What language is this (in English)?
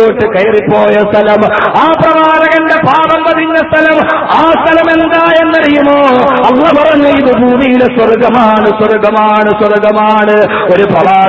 Malayalam